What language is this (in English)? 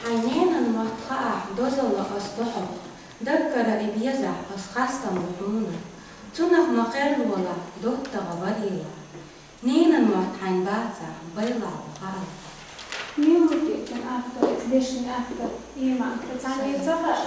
Chechen